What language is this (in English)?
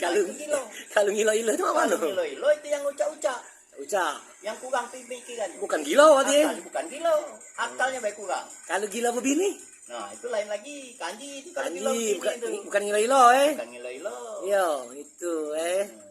Musi